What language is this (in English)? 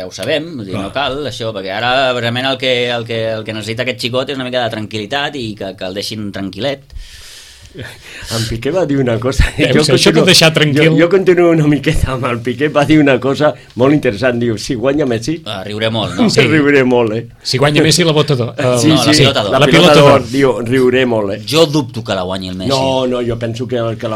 Catalan